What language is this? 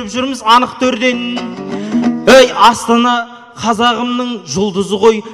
Kazakh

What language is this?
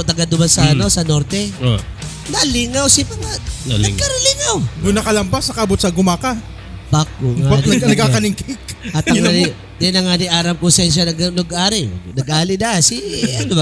Bikol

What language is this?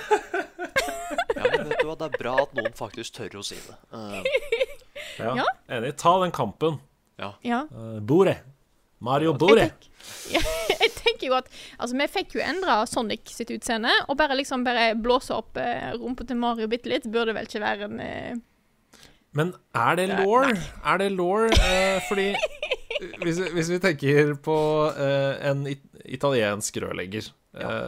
Norwegian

